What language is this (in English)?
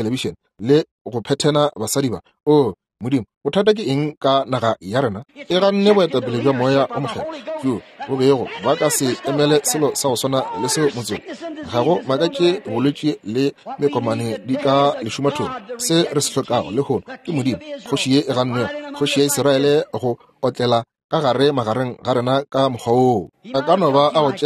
Northern Sotho